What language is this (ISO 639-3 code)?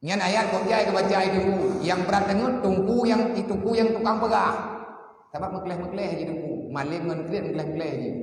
ace